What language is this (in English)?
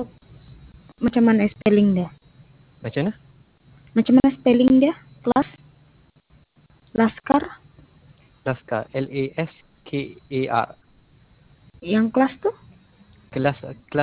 Malay